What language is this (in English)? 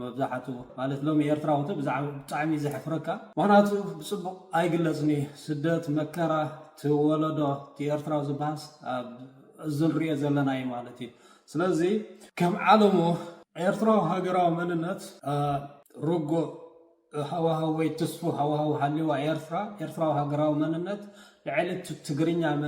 Tigrinya